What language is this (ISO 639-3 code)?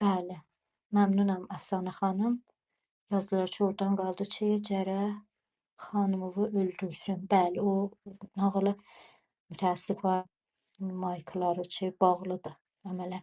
azb